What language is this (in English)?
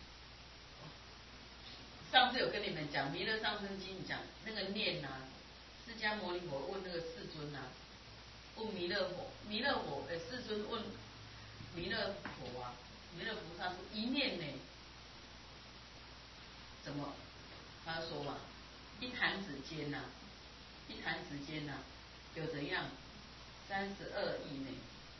Chinese